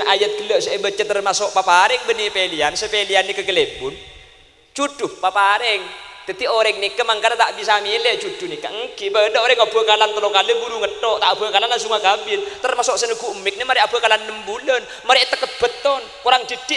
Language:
Madurese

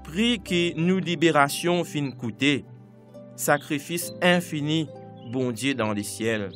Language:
Morisyen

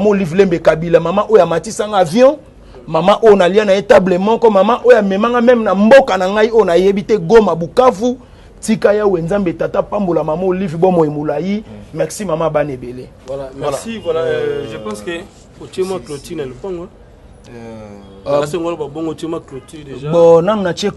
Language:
Lingala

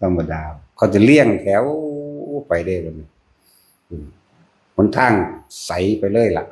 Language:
Northeastern Thai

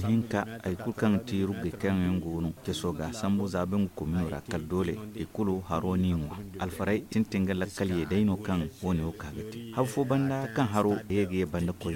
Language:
Zarma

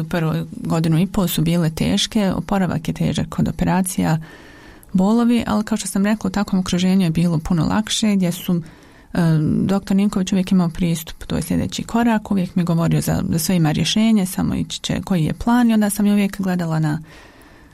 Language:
Croatian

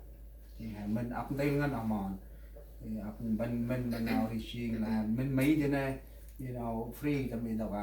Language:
Central Mnong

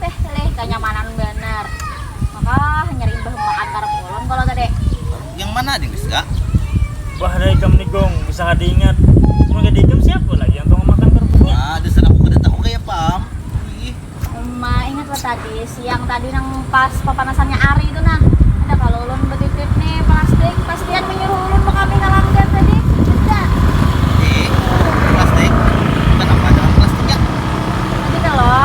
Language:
Banjar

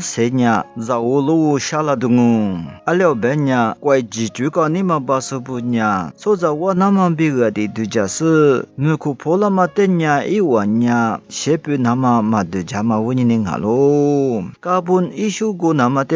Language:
Lisu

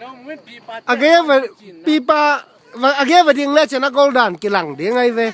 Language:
Tedim Chin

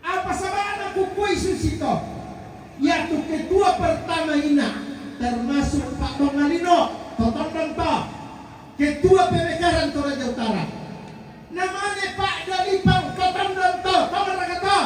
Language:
Toraja-Sa'dan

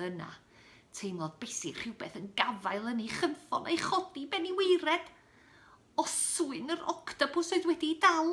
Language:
Welsh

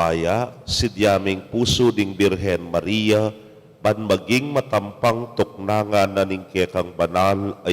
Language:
Pampanga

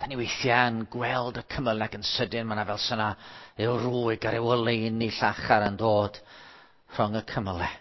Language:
Welsh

